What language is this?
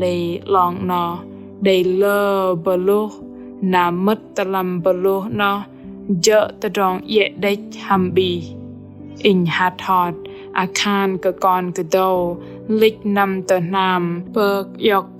Bahnar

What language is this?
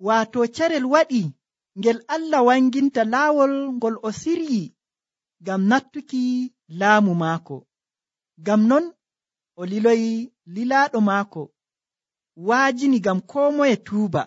Nigerian Fulfulde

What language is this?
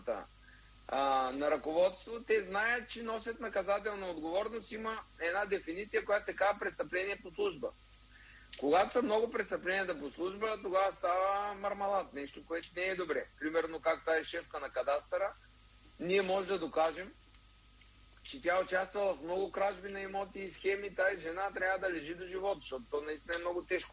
Bulgarian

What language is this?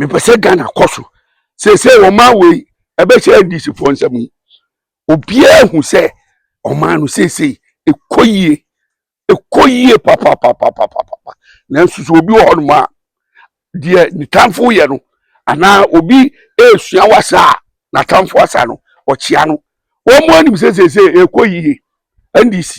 Akan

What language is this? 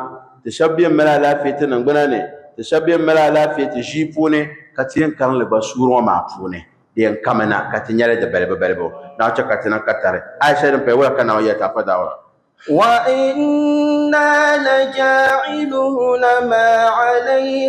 Dagbani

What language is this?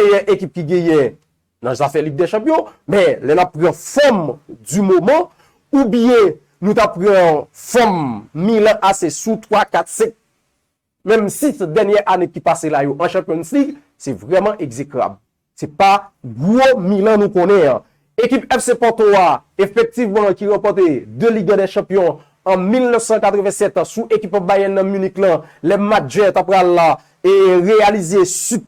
Haitian Creole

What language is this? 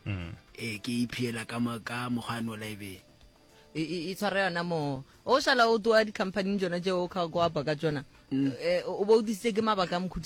Northern Sotho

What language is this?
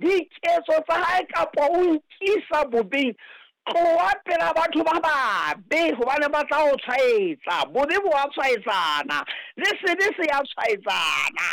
Southern Sotho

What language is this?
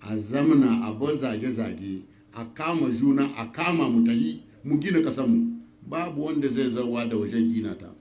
Hausa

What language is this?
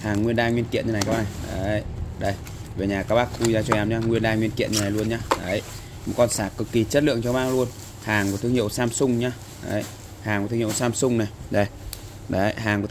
Vietnamese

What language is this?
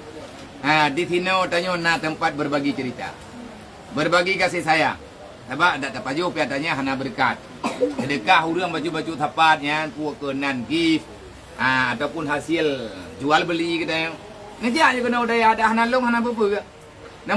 Achinese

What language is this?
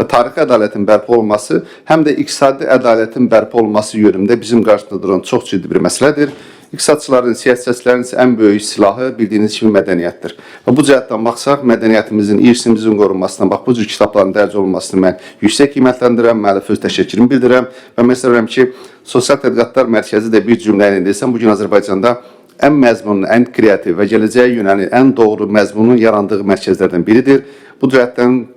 Azerbaijani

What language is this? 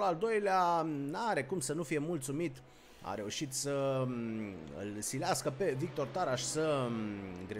Romanian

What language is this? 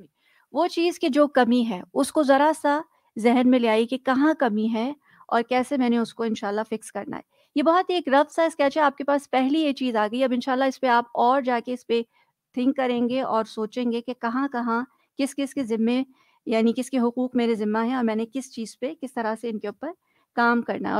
Urdu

